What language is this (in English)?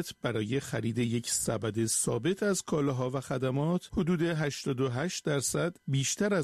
Persian